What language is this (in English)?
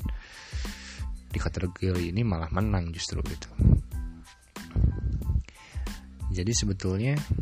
Indonesian